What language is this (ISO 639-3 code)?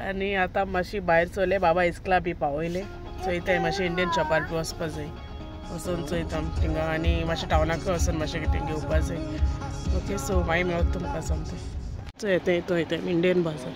kok